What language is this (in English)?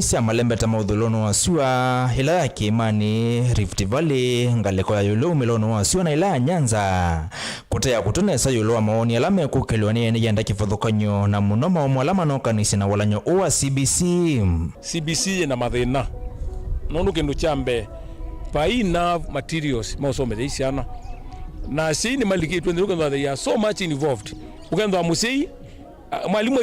Kamba